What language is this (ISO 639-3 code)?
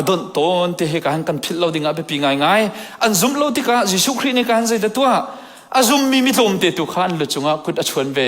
cnh